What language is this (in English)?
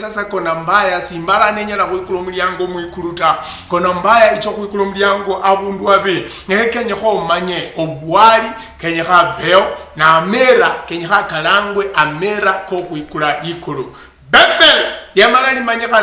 Luyia